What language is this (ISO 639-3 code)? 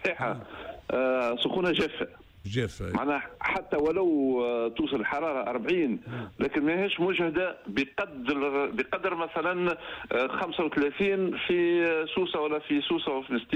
aeb